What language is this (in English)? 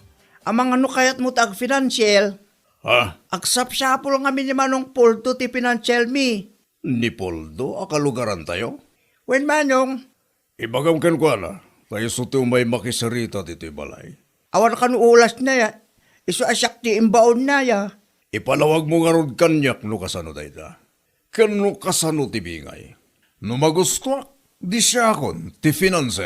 Iloko